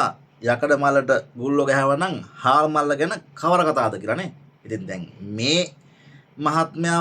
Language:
Sinhala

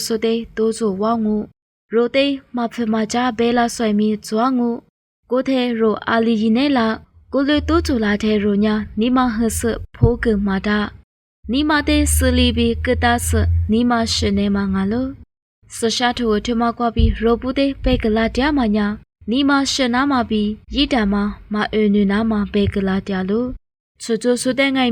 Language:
Lisu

